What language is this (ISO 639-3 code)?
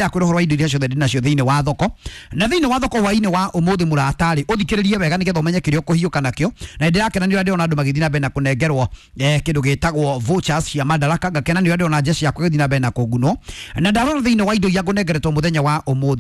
kik